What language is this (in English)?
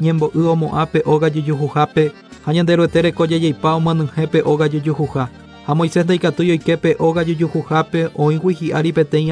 Guarani